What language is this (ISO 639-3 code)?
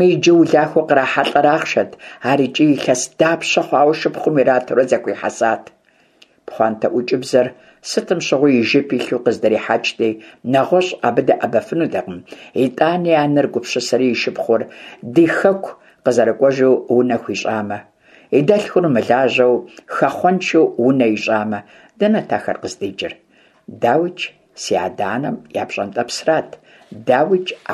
kbd